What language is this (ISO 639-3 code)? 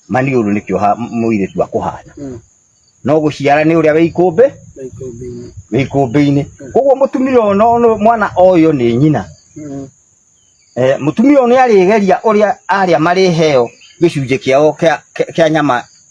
kik